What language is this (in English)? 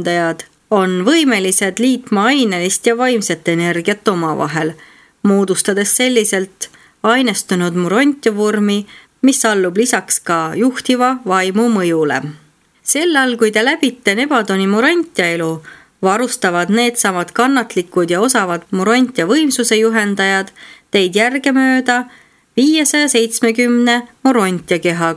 Estonian